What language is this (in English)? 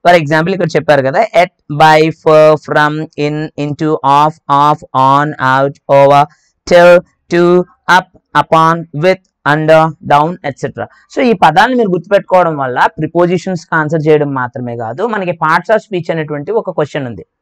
Telugu